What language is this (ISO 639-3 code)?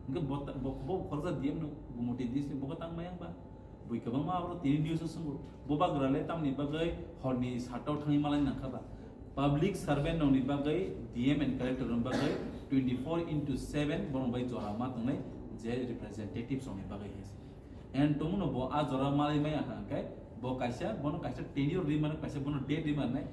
trp